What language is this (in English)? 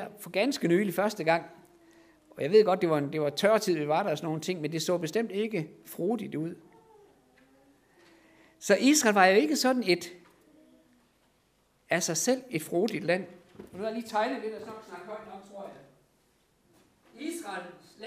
Danish